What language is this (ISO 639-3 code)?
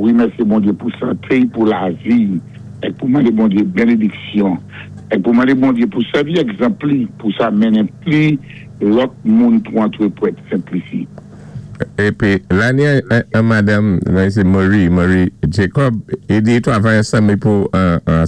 acf